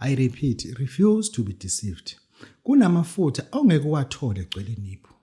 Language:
Zulu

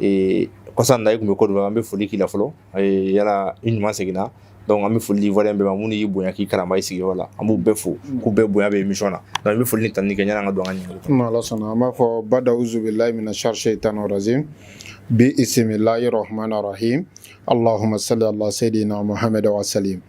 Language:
Bambara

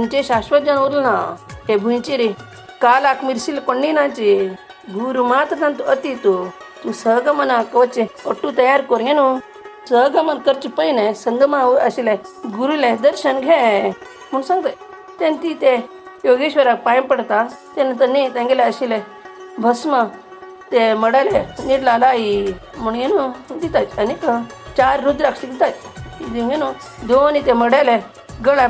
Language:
Konkani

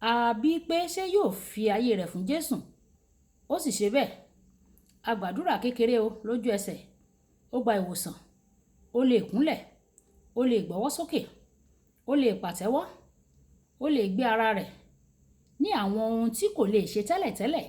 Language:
Yoruba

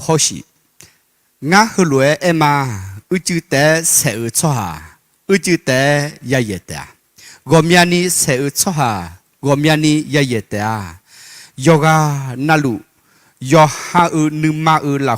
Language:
Akha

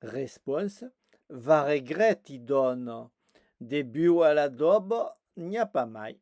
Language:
Occitan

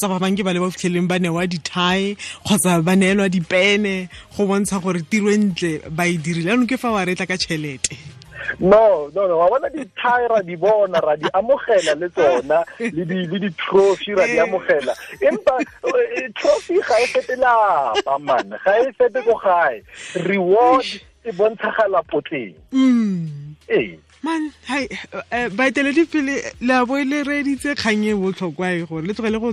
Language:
Tswana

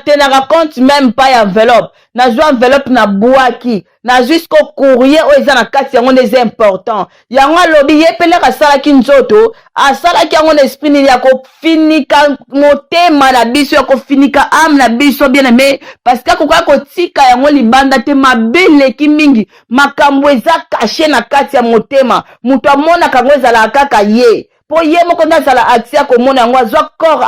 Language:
Lingala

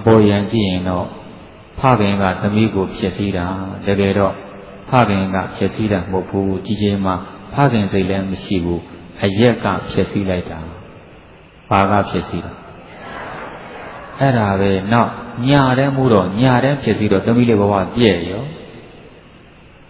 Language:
Burmese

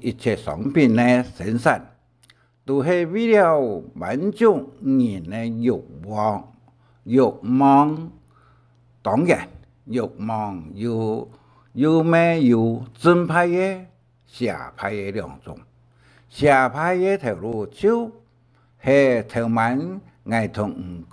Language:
Hakka Chinese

